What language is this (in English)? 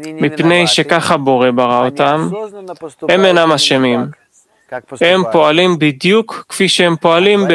Hebrew